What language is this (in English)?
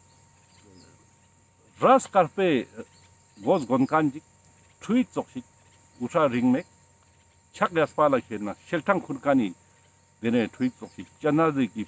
Ladakhi